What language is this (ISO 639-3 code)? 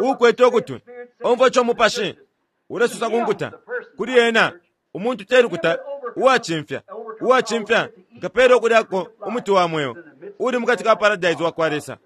bem